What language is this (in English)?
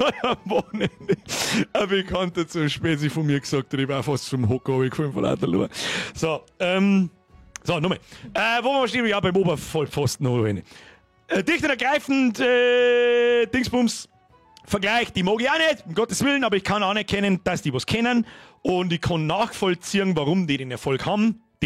Bavarian